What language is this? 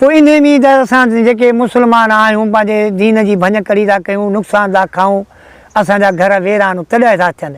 Sindhi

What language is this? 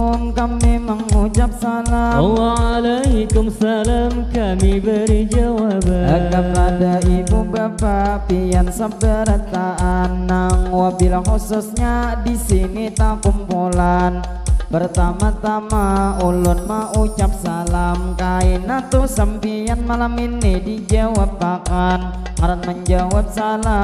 Banjar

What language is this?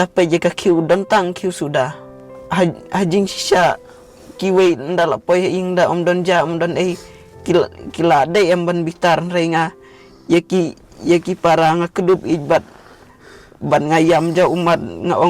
Khasi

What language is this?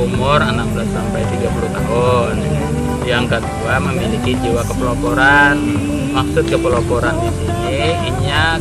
Banjar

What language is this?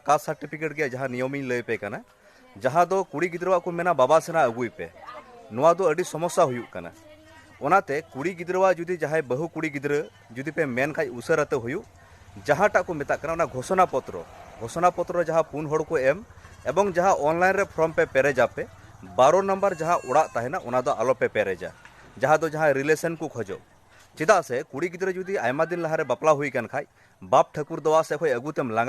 Santali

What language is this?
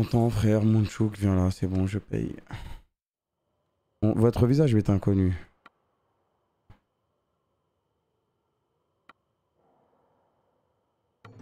French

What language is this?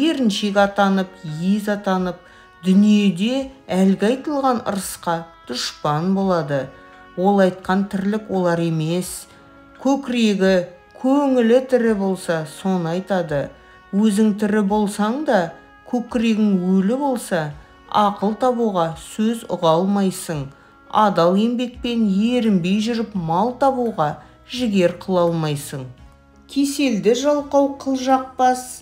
Kazakh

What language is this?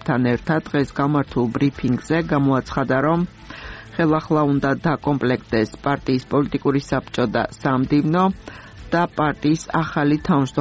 Georgian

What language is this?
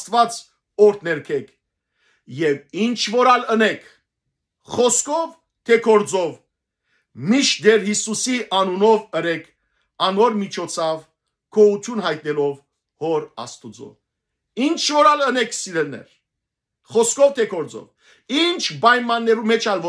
Western Armenian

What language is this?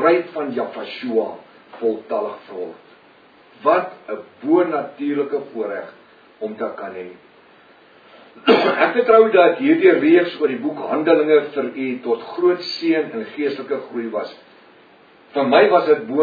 Afrikaans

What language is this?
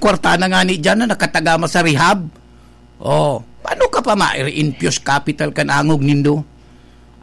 Bikol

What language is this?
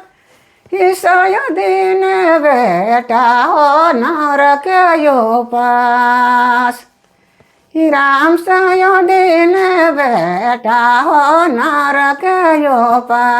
Sadri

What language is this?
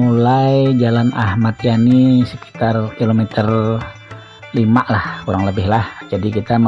Banjar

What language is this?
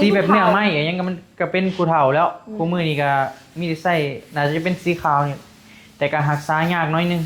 Northeastern Thai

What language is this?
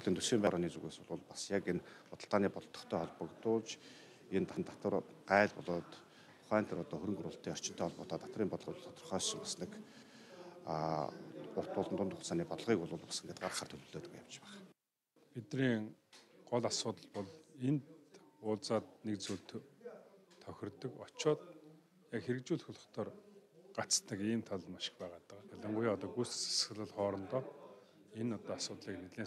Mongolian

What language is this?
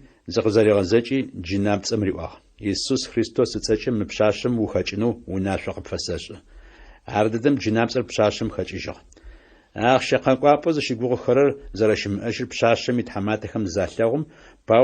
Adyghe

